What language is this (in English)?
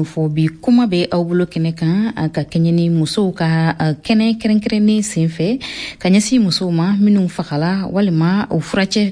Bambara